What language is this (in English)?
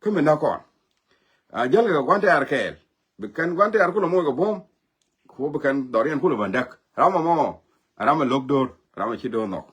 Nuer